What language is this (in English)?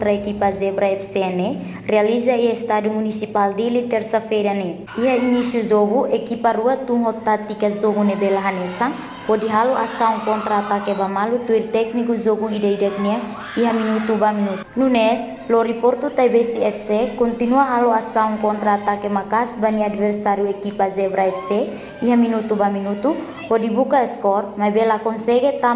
Tetum